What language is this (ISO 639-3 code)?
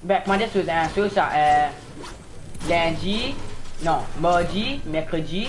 mfe